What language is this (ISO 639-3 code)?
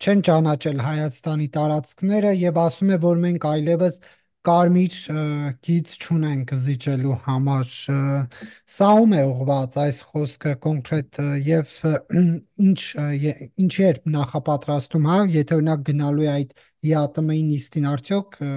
hye